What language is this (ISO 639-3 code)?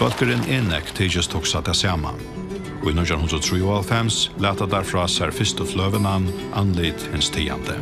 fao